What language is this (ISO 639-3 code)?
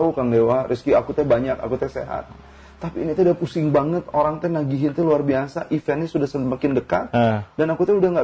ind